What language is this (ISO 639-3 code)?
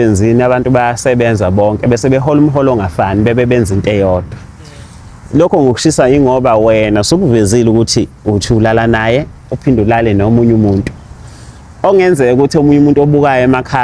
zul